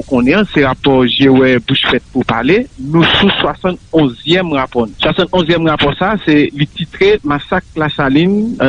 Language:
Haitian Creole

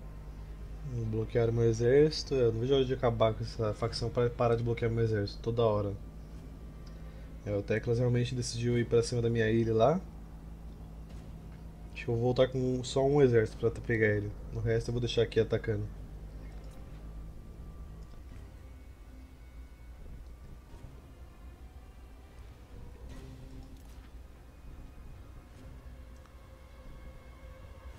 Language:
Portuguese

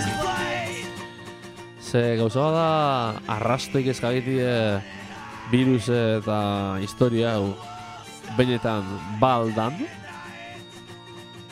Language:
Basque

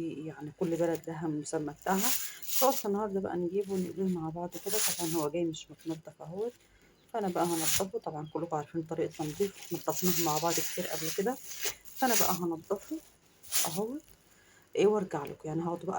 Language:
Egyptian Arabic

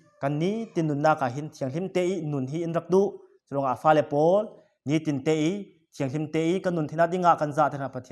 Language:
Falam Chin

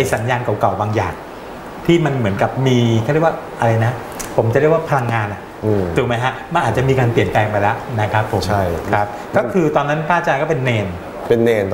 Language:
Thai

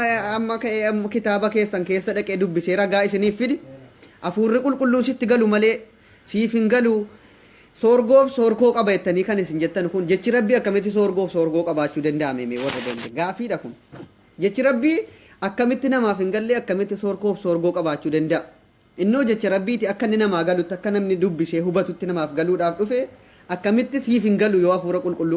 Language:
Oromo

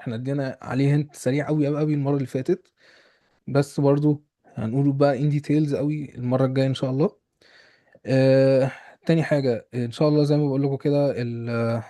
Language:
Egyptian Arabic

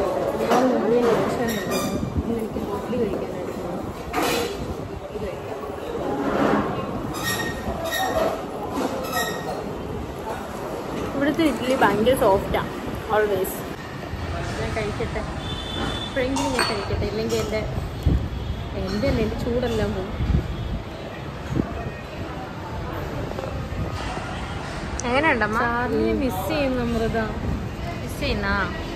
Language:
Malayalam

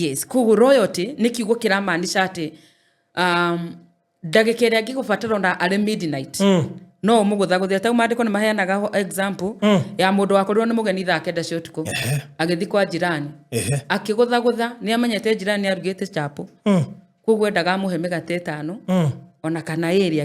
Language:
Kikuyu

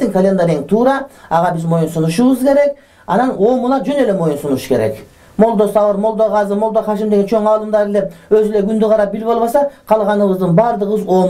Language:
Kyrgyz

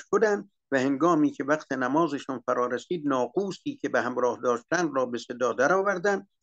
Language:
Persian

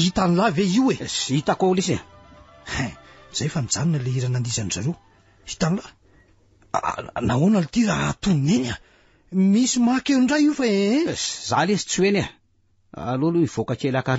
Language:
Malagasy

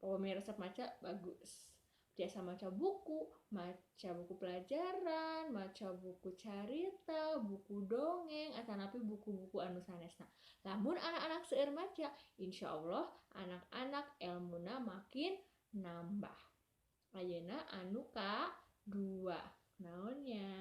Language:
Sundanese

